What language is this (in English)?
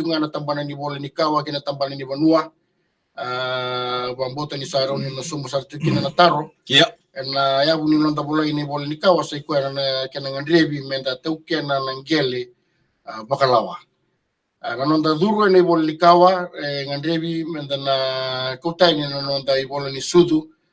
Fijian